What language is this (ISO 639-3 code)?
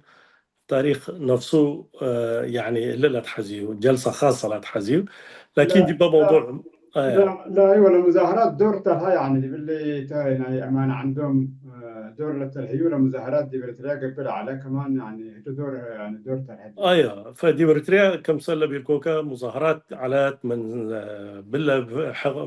tig